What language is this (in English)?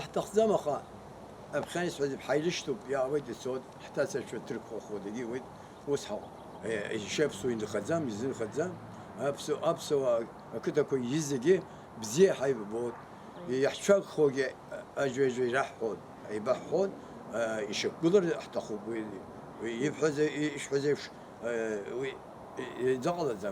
Abkhazian